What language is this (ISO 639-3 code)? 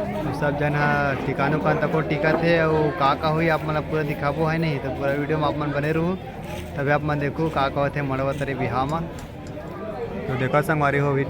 hne